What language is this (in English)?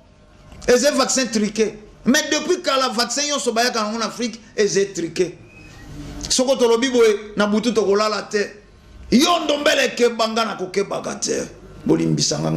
Lingala